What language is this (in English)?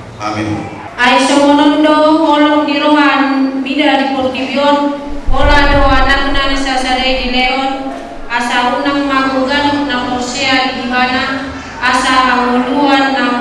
Batak Toba